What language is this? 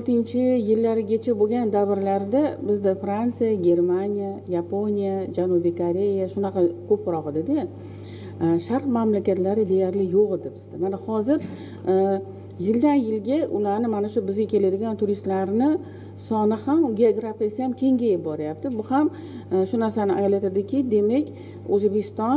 Uzbek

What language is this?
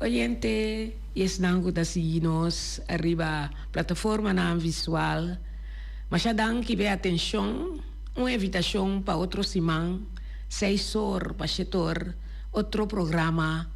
Papiamento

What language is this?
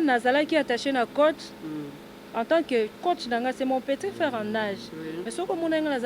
Lingala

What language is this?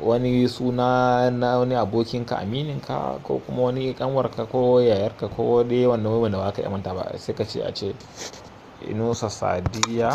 Hausa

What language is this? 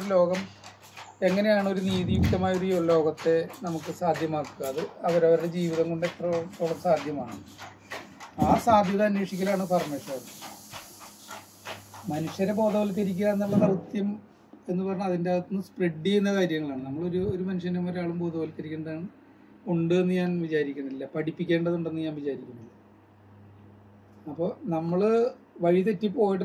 Malayalam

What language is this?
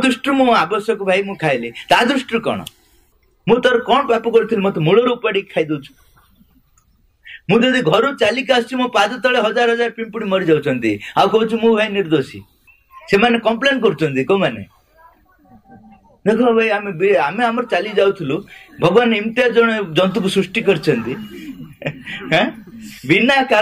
Odia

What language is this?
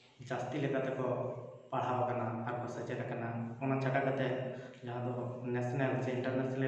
Santali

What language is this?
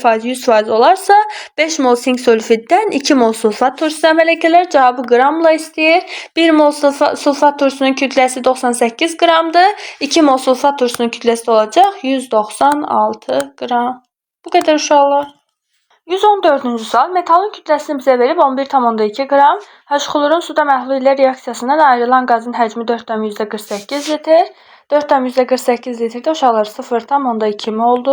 Azerbaijani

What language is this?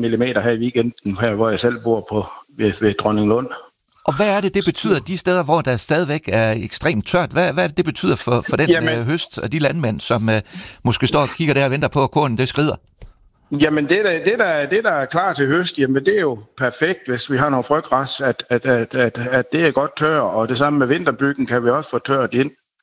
Danish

